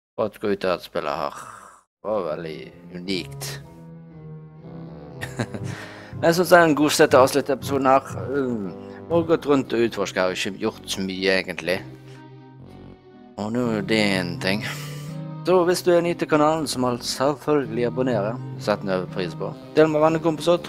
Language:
Norwegian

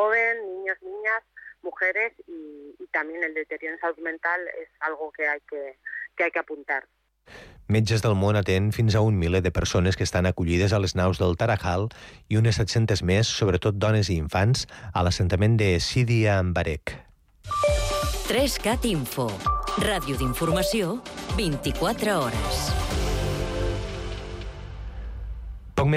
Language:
Catalan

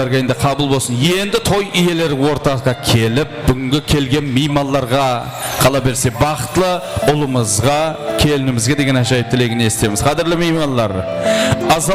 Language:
Kara-Kalpak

